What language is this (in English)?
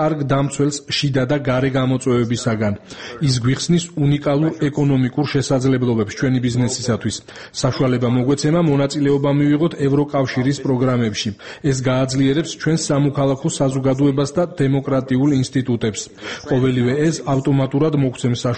Georgian